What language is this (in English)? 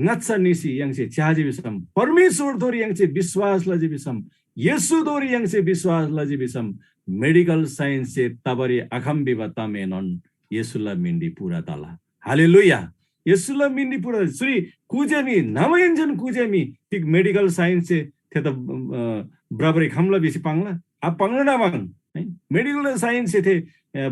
Eastern Tamang